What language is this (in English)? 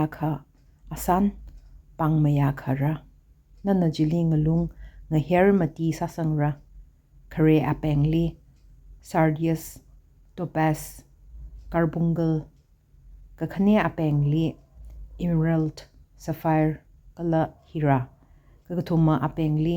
Tangkhul Naga (India)